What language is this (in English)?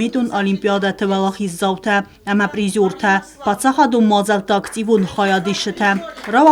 Ossetic